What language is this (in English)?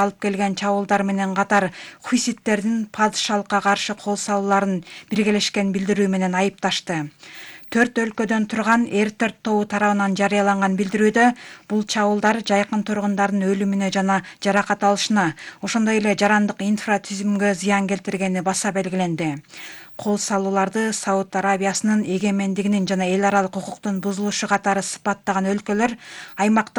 Kyrgyz